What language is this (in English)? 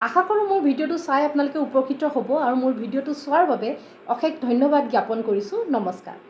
Assamese